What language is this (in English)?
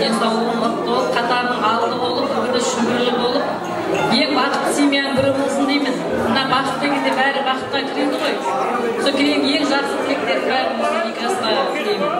Kara-Kalpak